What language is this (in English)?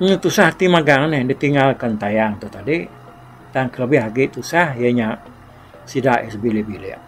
Iban